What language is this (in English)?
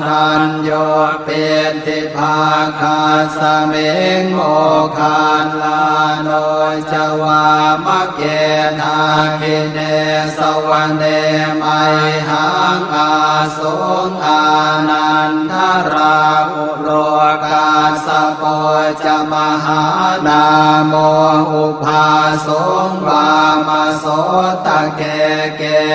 Pali